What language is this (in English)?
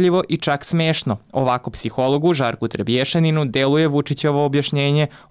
Serbian